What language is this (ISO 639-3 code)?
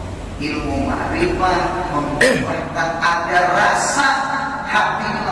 bjn